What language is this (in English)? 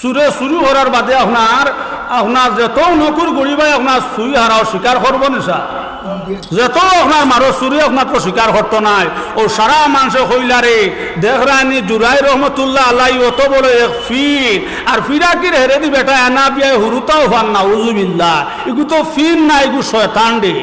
Sylheti